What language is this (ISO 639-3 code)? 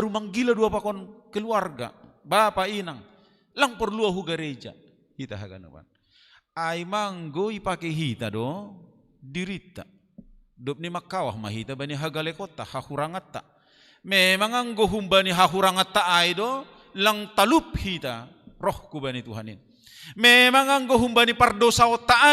bts